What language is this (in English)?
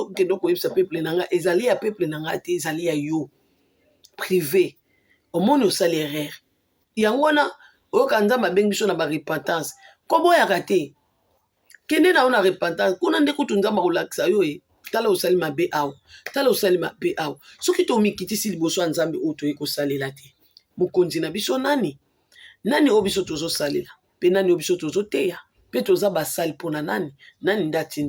Lingala